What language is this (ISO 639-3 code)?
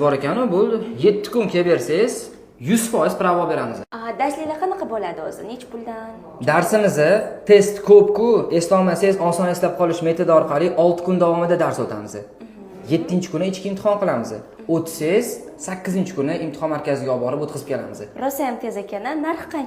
uzb